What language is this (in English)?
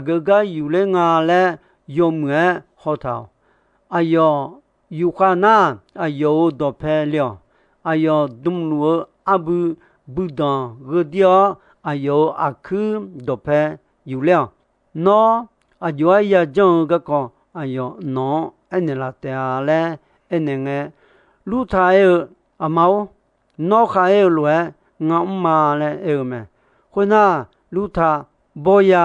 Akha